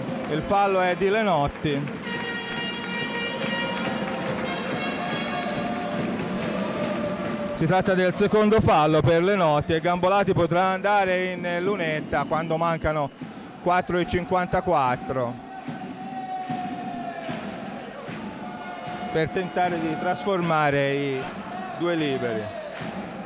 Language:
Italian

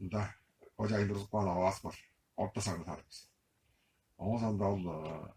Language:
Tuvinian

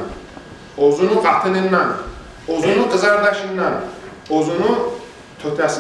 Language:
Kumyk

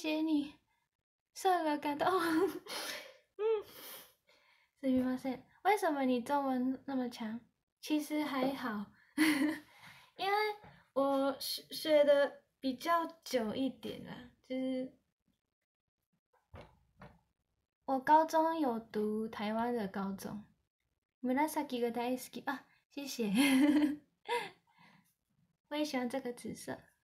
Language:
Chinese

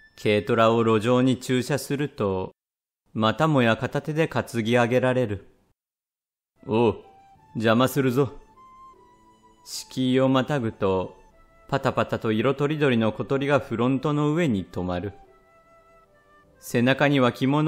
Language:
Japanese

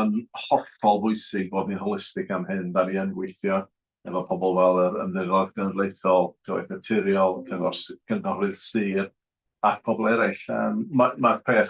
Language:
Welsh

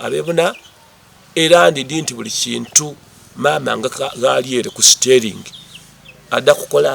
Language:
Soga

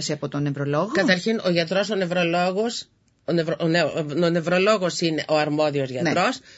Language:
Greek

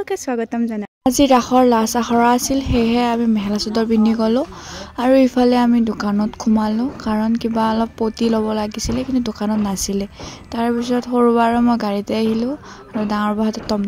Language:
Assamese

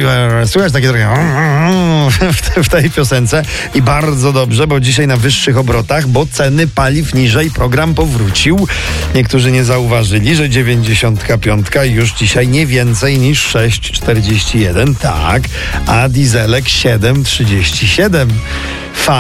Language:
Polish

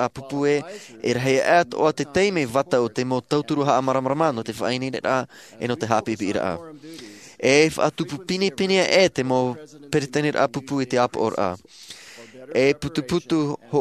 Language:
Tahitian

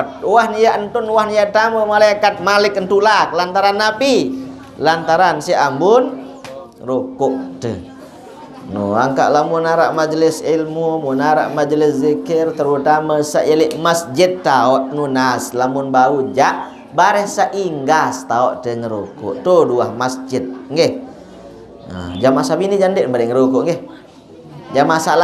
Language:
Sasak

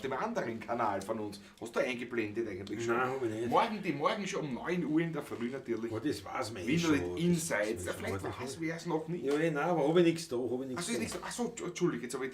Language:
Bavarian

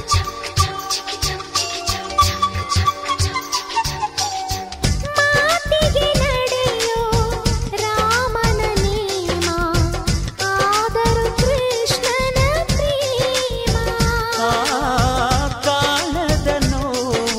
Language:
Kannada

